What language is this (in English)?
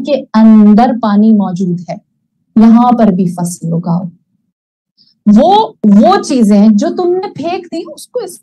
Urdu